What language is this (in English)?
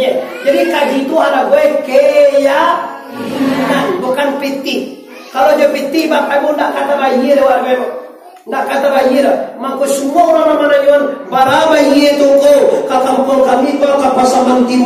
Minangkabau